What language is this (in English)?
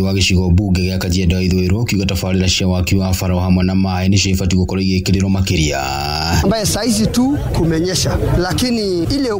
Kikuyu